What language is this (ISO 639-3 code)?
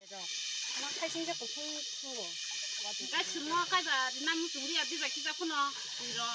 trp